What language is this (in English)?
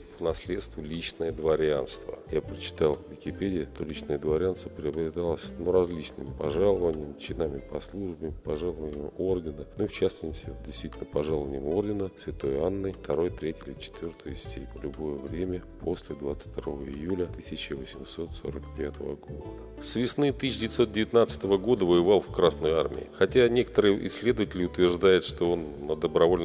Russian